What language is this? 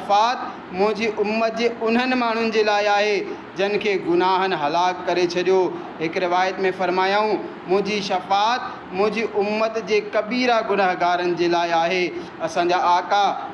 Sindhi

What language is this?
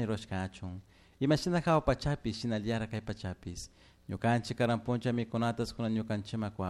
Chimborazo Highland Quichua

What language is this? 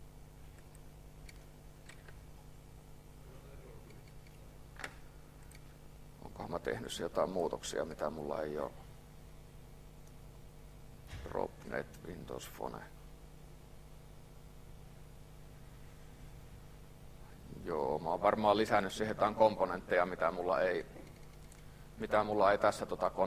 Finnish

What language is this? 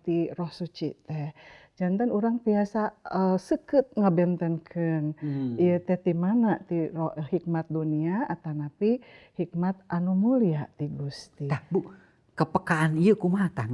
Sundanese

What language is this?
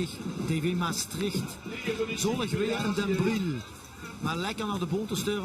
Limburgish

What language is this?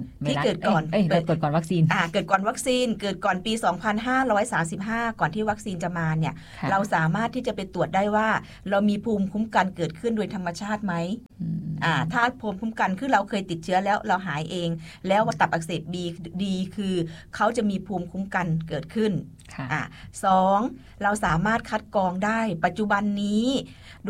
Thai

